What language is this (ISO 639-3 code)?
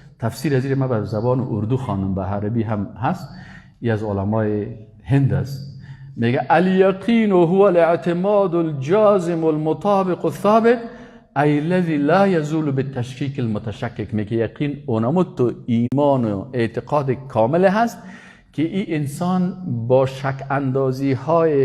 fas